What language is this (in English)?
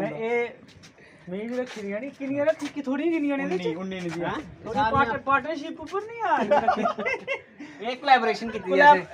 Dogri